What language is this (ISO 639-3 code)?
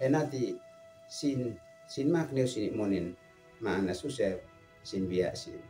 aoz